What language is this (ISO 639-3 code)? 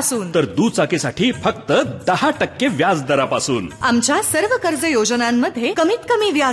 mar